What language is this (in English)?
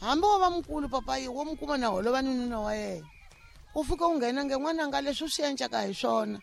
Tsonga